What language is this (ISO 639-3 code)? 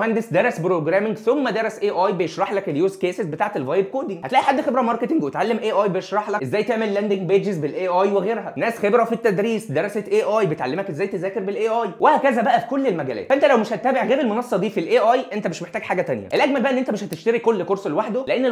arz